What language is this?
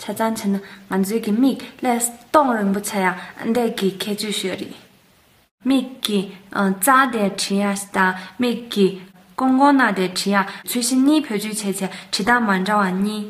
Tibetan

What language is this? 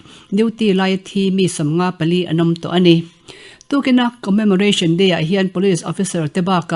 Mizo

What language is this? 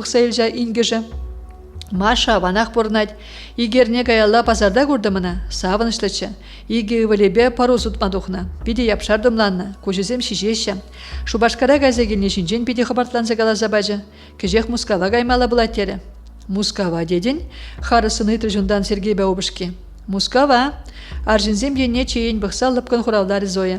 Chuvash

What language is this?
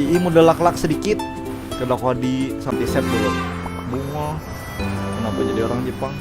Banjar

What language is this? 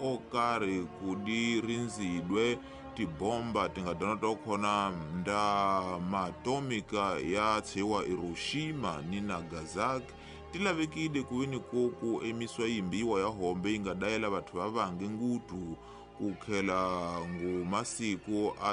Tsonga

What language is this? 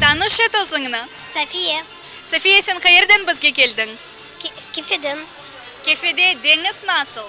Crimean Tatar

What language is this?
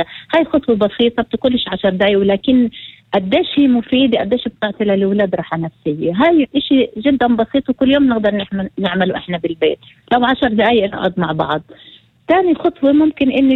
North Levantine Arabic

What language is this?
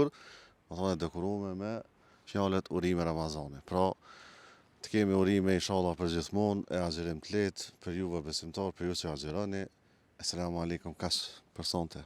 Albanian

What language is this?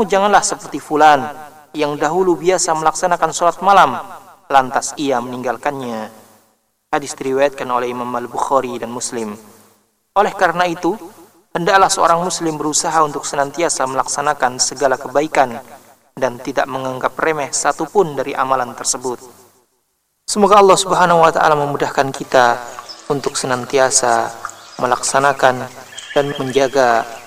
Indonesian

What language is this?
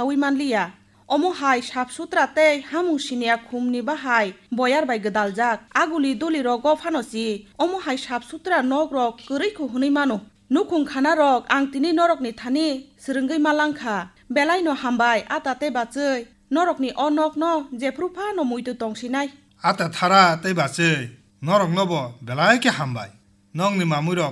Kok Borok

